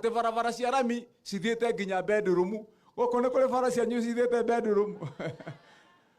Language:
Kikuyu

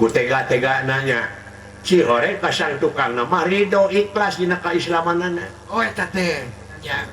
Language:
Sundanese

